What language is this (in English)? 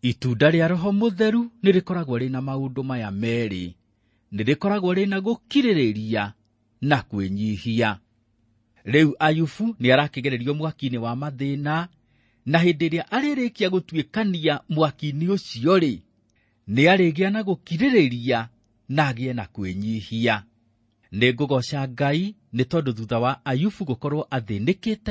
Kikuyu